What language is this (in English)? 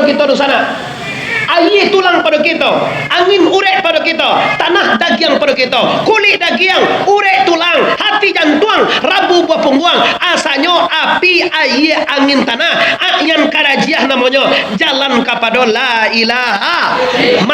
Minangkabau